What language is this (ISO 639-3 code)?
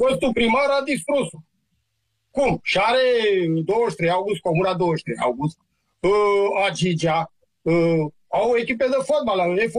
ron